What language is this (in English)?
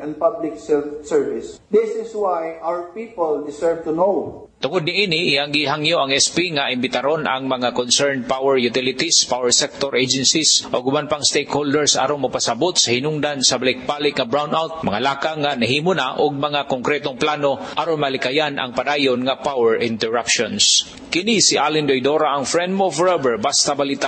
Cebuano